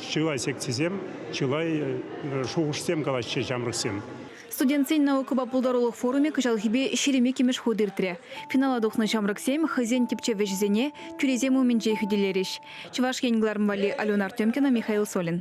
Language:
Chuvash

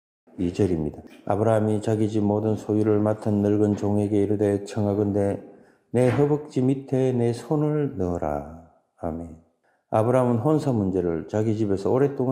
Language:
Korean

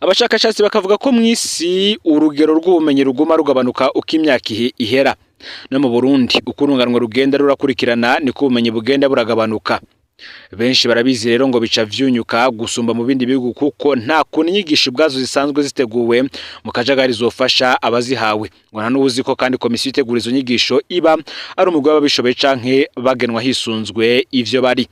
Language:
Rundi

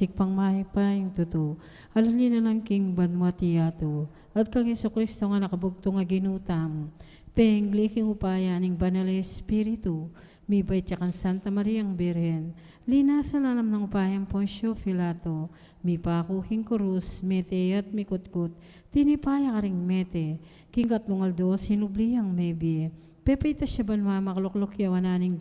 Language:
Pampanga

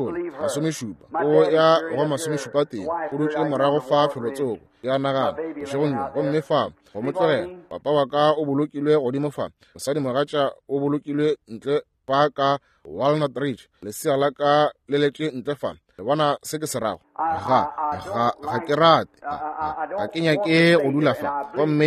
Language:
Northern Sotho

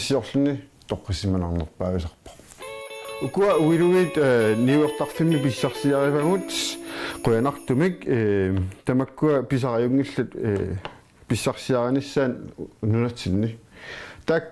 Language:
Kalaallisut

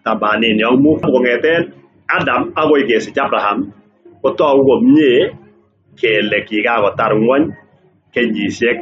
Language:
Kalenjin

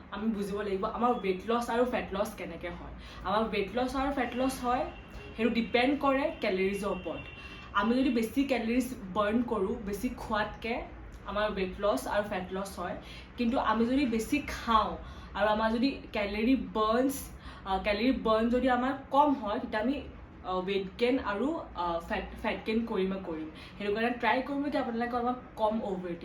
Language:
Assamese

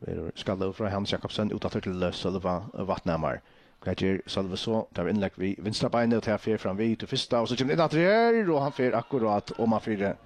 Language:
Faroese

